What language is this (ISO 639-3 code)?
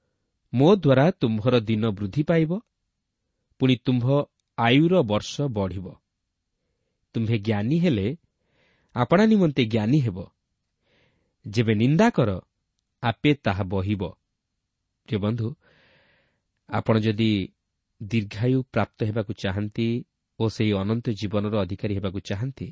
ori